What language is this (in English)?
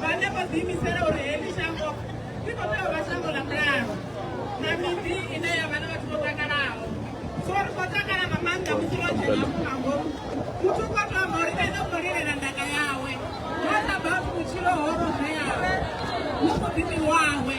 Venda